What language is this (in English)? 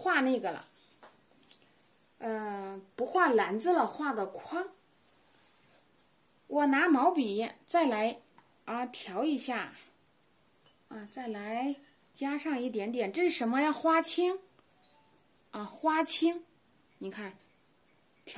Chinese